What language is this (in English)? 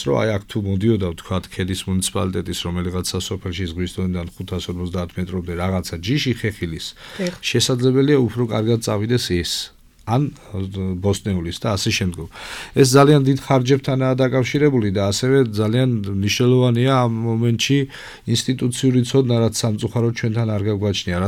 Georgian